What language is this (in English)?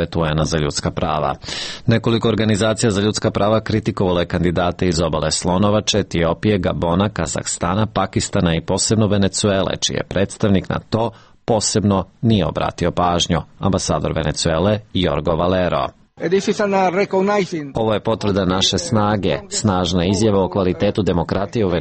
Serbian